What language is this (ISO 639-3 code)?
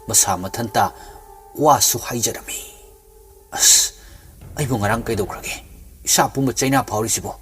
mni